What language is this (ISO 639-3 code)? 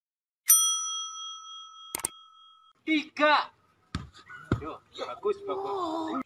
rus